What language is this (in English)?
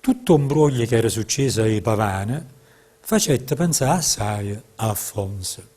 Neapolitan